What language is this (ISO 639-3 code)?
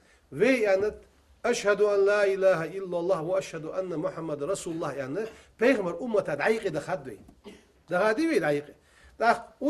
inh